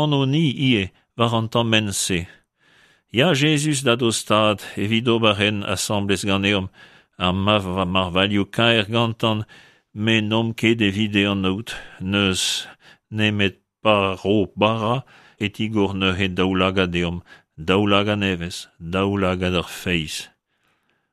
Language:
Breton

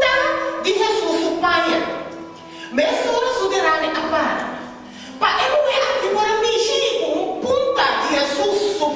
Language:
Papiamento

